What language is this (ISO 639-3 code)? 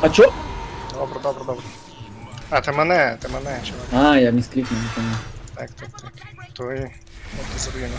rue